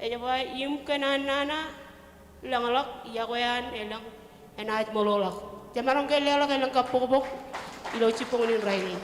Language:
Marshallese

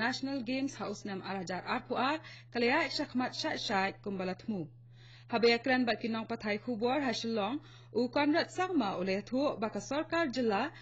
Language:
Khasi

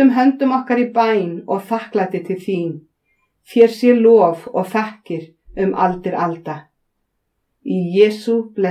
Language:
Icelandic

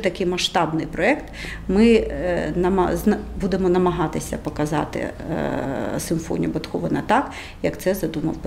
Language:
Ukrainian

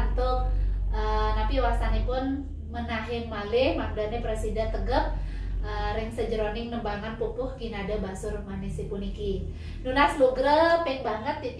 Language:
Balinese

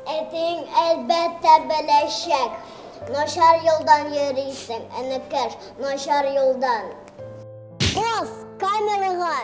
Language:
Tatar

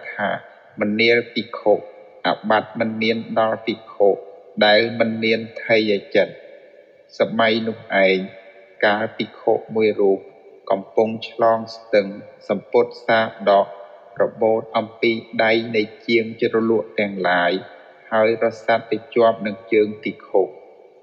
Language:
Khmer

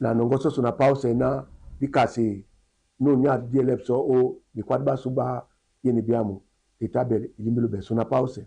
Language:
Duala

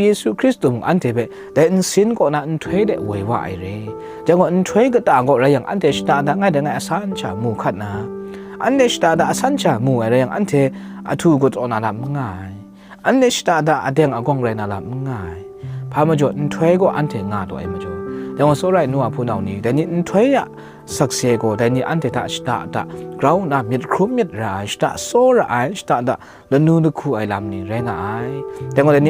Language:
Kachin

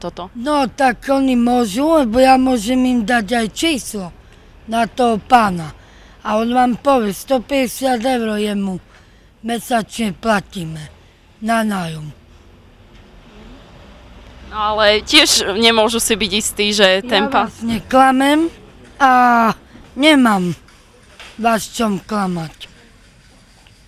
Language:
Slovak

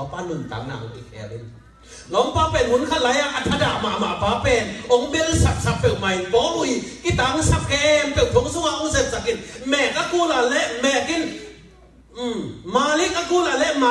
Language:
Tedim Chin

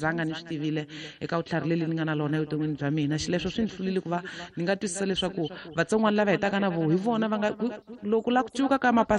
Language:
Tsonga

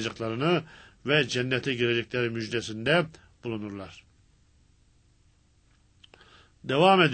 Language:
Turkish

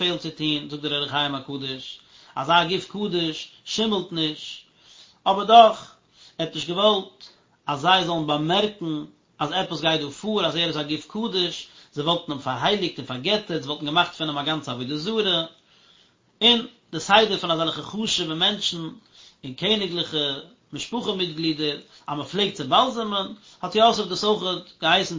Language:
Yiddish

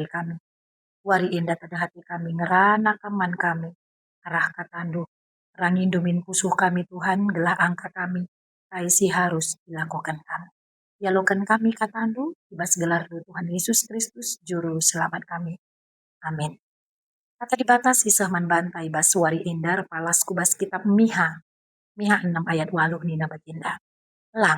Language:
Batak Karo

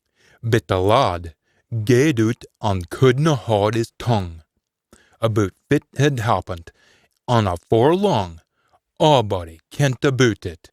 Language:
Scots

